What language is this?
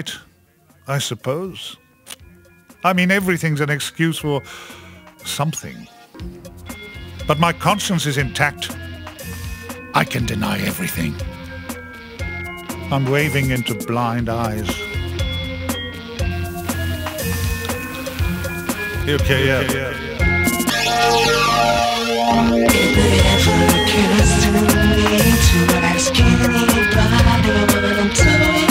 English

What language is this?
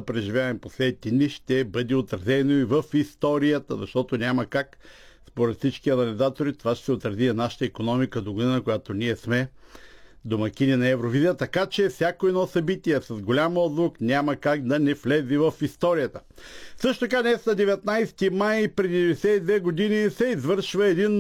Bulgarian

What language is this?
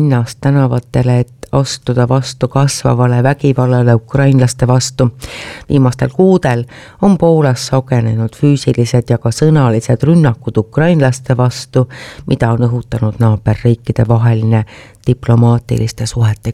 Estonian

